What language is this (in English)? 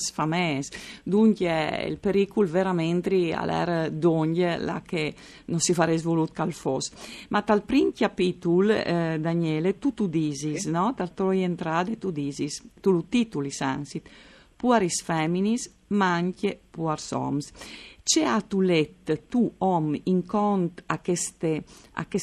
Friulian